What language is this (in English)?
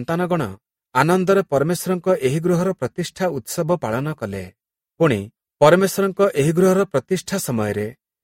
Odia